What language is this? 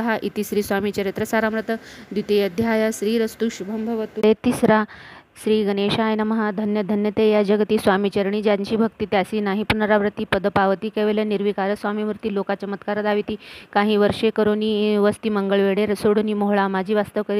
Marathi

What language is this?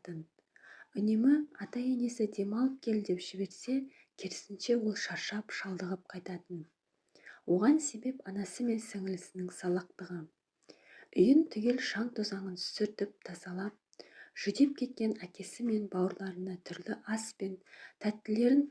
Kazakh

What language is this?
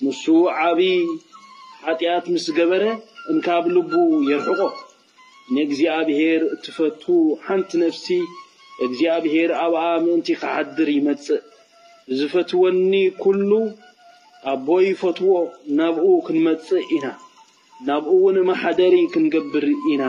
Tigrinya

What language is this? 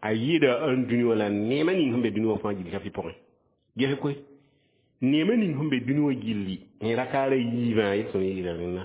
Mossi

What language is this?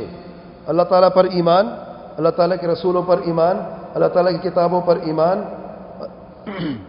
Urdu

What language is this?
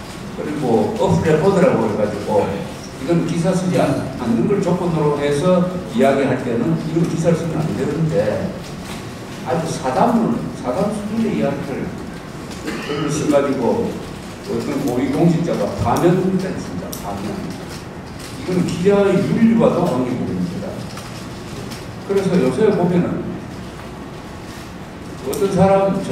Korean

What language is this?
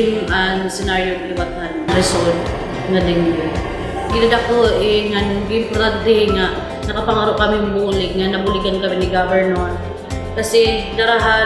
Waray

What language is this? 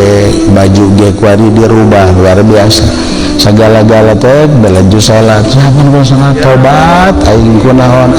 Sundanese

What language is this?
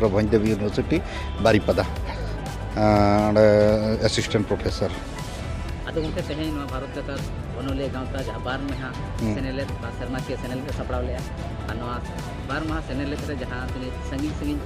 Santali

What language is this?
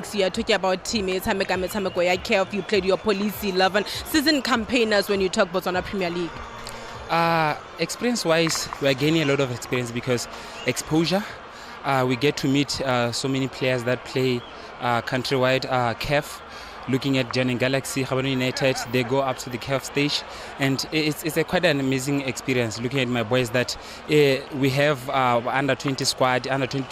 Tswana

